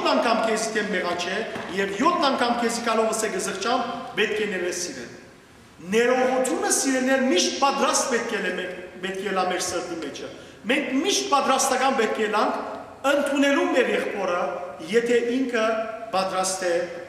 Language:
Western Armenian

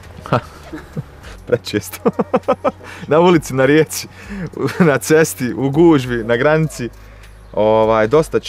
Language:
Bosnian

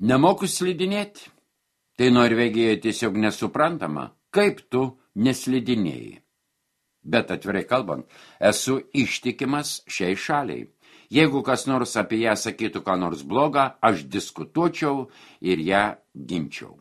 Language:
Lithuanian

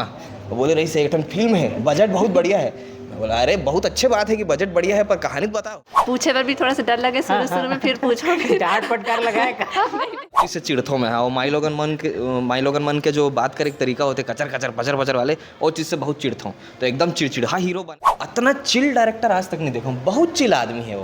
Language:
Chhattisgarhi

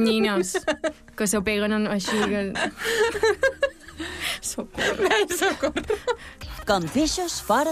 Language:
Catalan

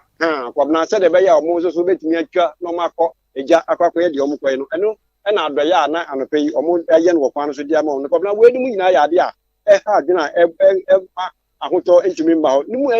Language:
Akan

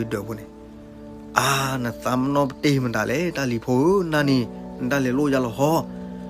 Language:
S'gaw Karen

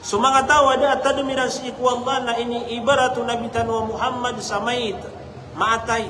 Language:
Maranao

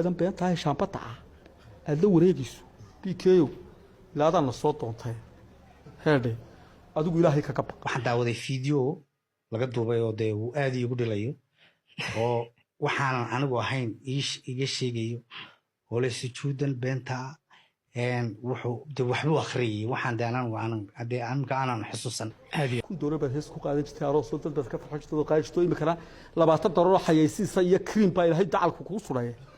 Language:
Somali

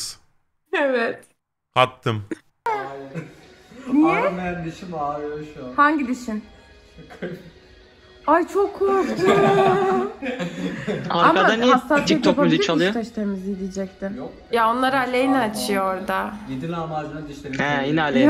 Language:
Turkish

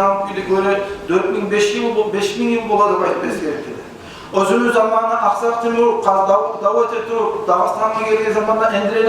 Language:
Kumyk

